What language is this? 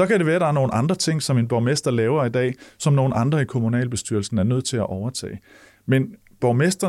Danish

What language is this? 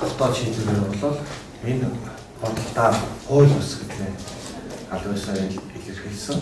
Mongolian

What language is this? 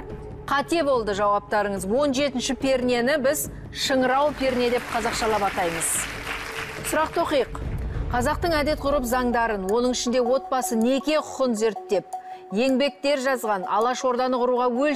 Kazakh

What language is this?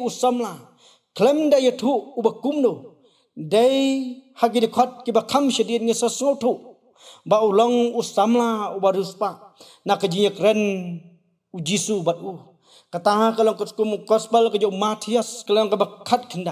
Khasi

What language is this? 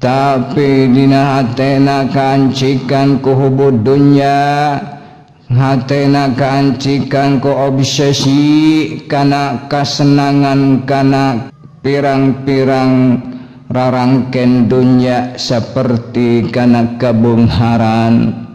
Sundanese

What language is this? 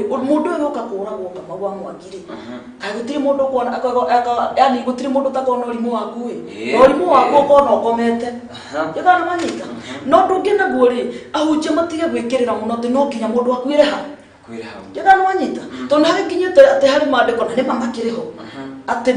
Kikuyu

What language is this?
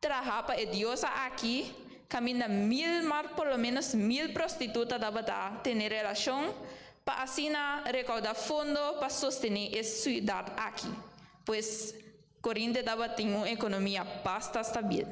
Papiamento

